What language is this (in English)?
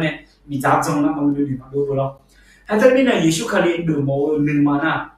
Akha